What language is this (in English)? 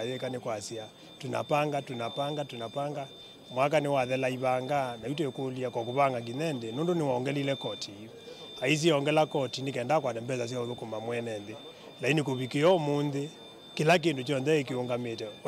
Kamba